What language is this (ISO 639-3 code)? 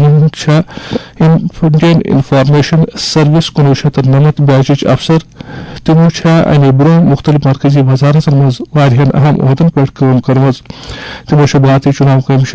kas